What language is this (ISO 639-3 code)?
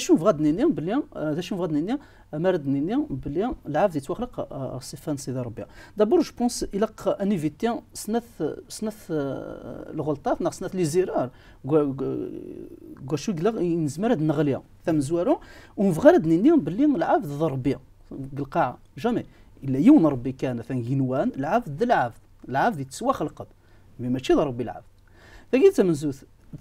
kab